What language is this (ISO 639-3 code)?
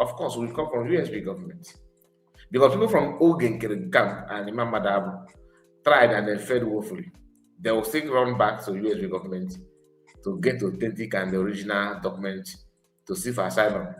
ibo